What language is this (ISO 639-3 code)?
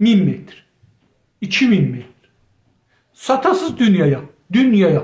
azb